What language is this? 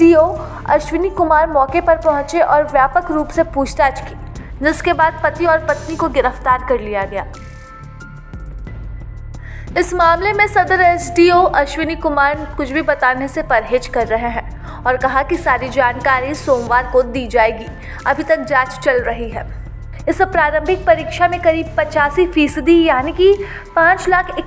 Hindi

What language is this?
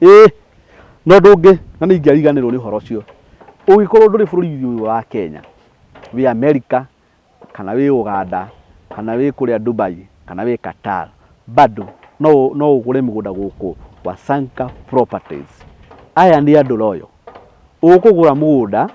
Kikuyu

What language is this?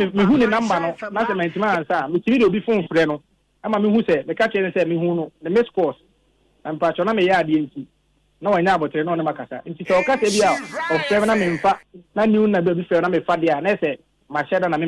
Akan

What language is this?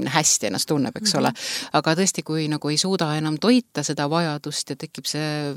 Estonian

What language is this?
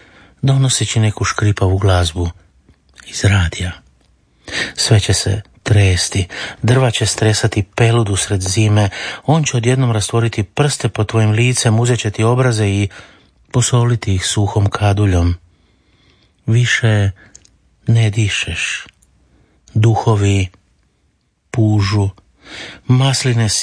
Croatian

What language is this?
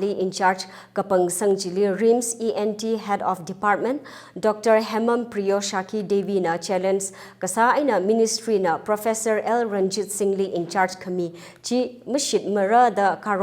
Tangkhul Naga (India)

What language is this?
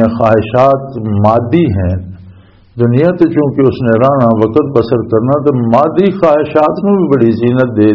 Western Panjabi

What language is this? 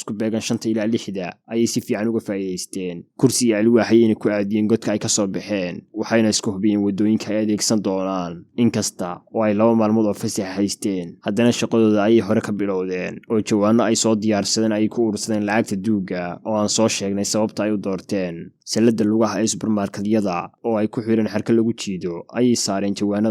Somali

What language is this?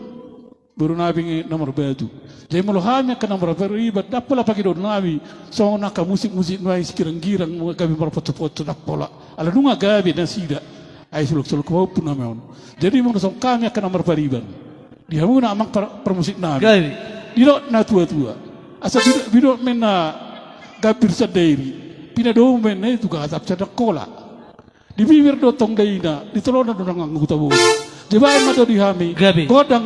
Batak Toba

